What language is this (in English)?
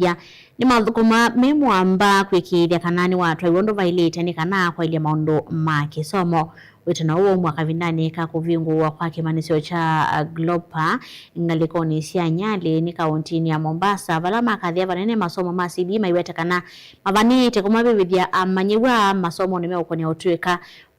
Kamba